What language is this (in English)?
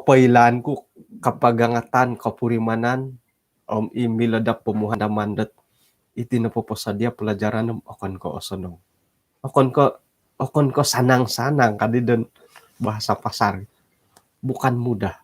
Central Dusun